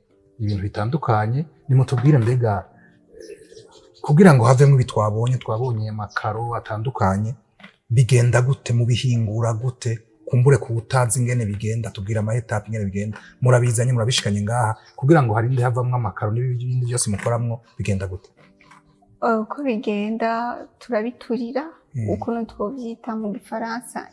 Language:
Rundi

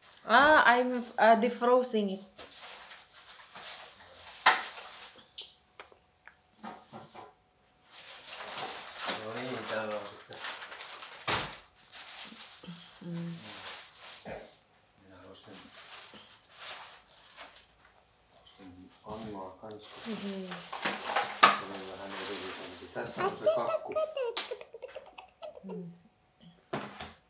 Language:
Finnish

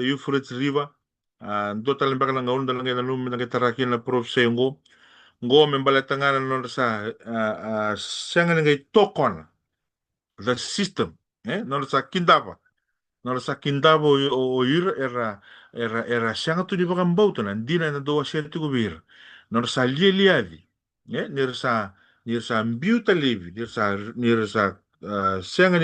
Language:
Fijian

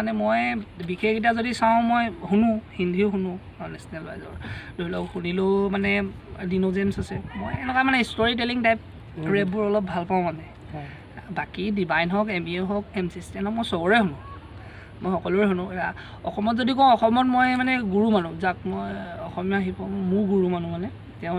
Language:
Assamese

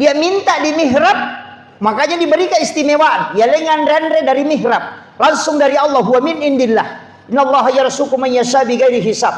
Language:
Buginese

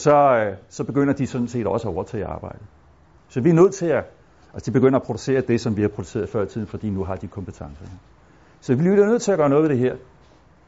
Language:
Danish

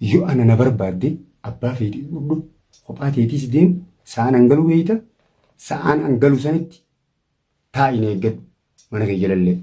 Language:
Oromo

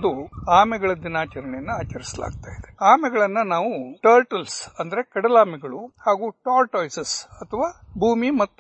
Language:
Kannada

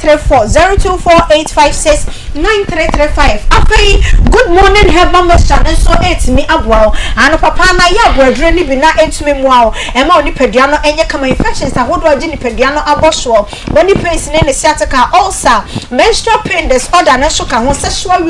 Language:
Akan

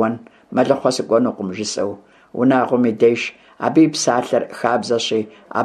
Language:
Kabardian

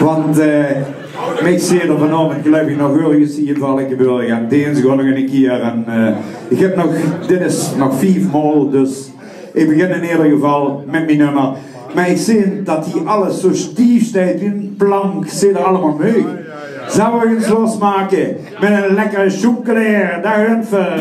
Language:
Limburgish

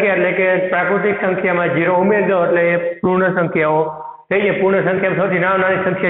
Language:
Gujarati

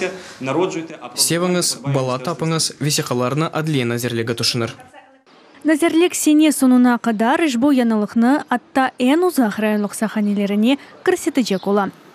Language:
Crimean Tatar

